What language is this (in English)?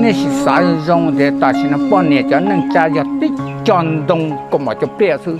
Hmong